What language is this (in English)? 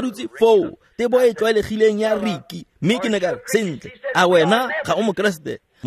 Tswana